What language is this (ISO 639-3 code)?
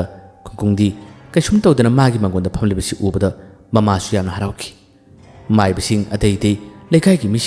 mni